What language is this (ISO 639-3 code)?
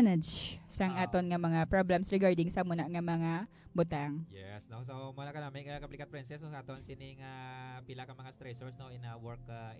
hil